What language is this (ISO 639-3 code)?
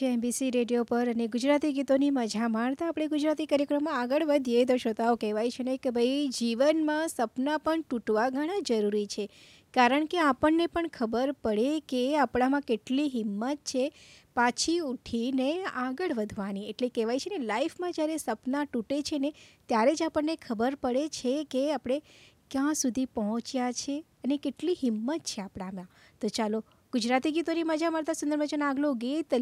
guj